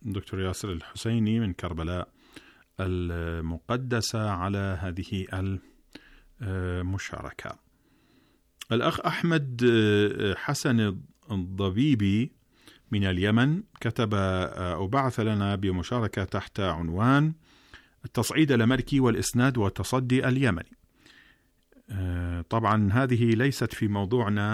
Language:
Arabic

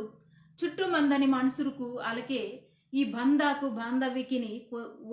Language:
Koya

